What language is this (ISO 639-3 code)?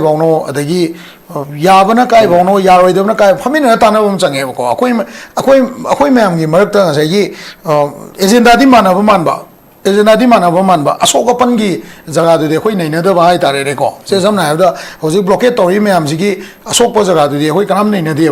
mni